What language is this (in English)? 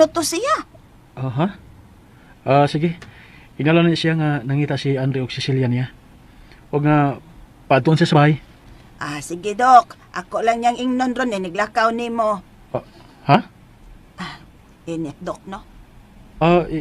Cebuano